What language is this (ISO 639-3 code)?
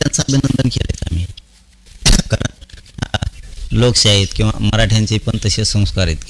mar